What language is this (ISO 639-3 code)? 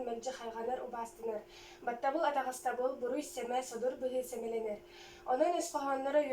sah